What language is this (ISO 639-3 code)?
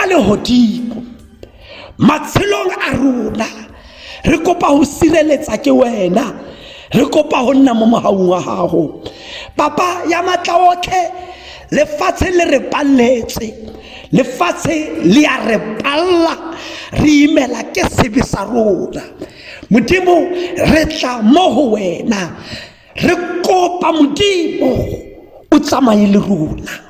tsn